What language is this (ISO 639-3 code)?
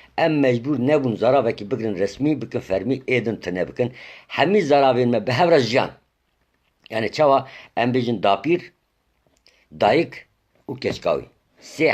kur